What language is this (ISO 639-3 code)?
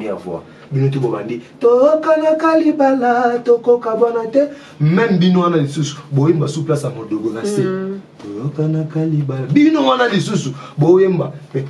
lin